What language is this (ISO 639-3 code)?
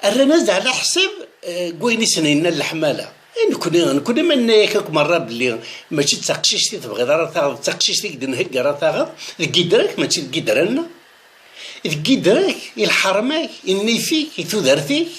kab